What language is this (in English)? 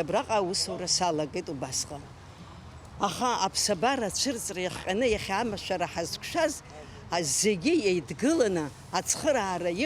Abkhazian